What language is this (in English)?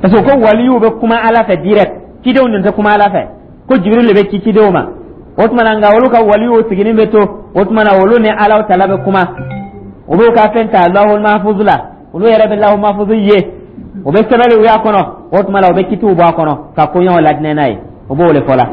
Dyula